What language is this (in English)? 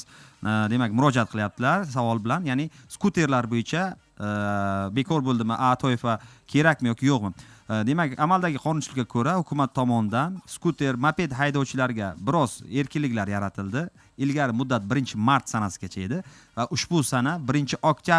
Uzbek